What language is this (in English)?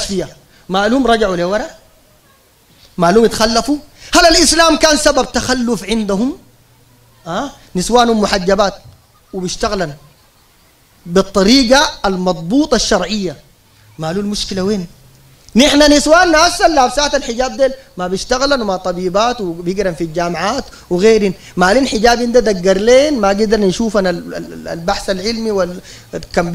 Sudanese Arabic